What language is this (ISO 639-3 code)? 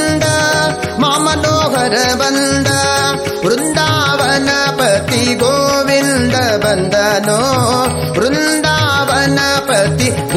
kan